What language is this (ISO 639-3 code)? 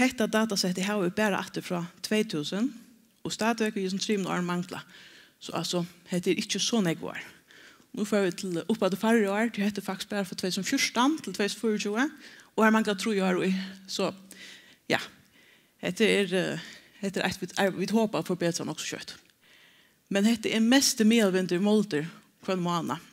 fao